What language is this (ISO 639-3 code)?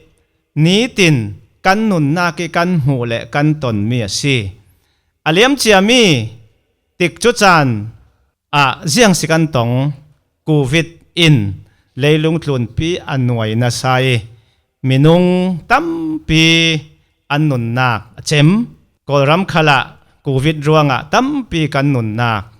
cfm